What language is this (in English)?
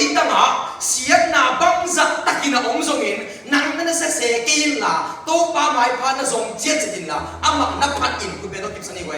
Tedim Chin